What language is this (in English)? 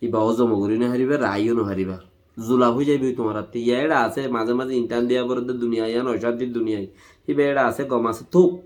Rohingya